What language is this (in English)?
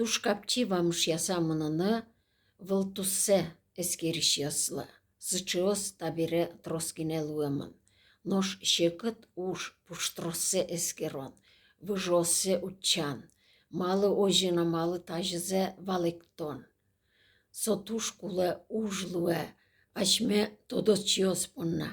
Udmurt